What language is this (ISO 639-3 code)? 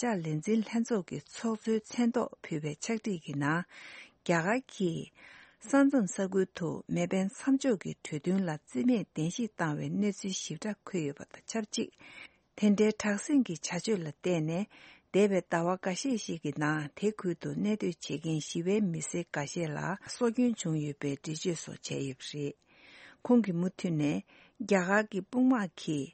bod